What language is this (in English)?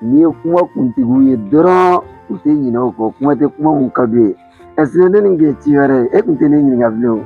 Bambara